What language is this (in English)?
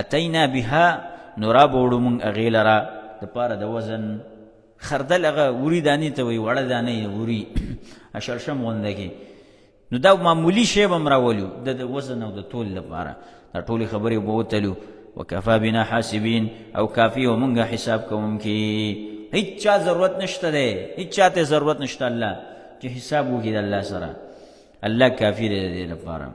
Pashto